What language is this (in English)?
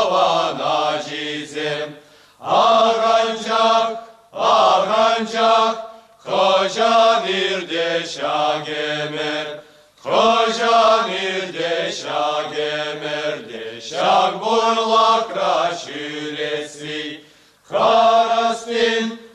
Chuvash